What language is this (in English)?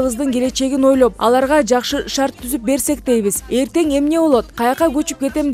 Kyrgyz